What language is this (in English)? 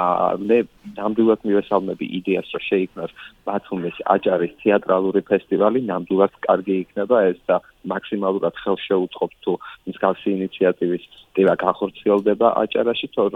Georgian